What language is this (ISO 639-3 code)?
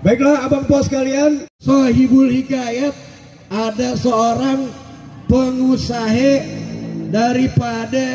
bew